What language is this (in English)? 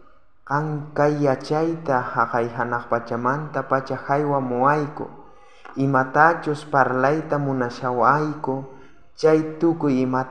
South Bolivian Quechua